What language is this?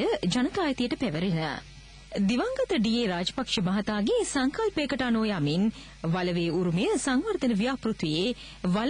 Sinhala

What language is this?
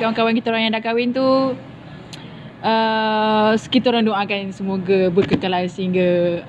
Malay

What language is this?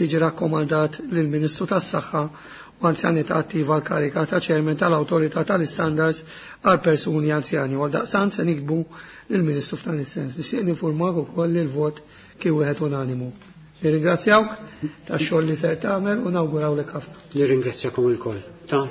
Maltese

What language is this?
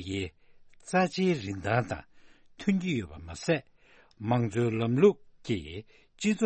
Tibetan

